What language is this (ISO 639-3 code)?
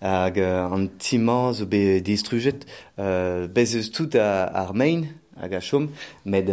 bre